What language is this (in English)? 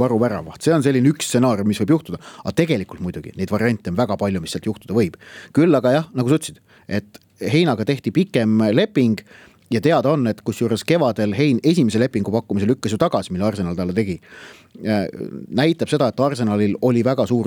Estonian